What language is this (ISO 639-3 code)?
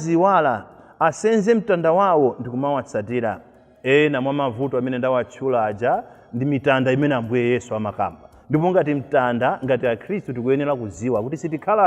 nya